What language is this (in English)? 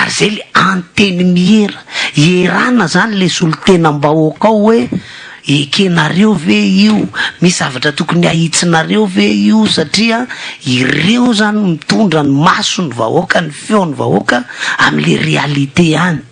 Malagasy